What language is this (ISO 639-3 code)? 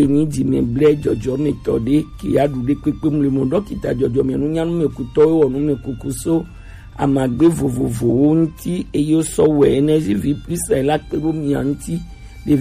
gej